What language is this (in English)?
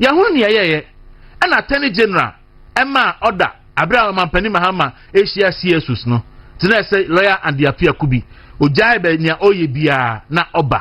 Akan